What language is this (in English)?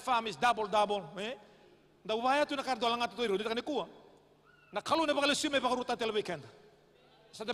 Fijian